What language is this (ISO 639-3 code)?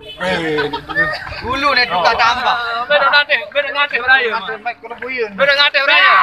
sas